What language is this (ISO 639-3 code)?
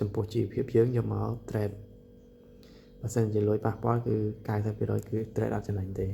khm